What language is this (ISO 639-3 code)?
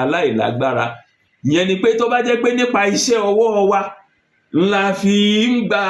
yor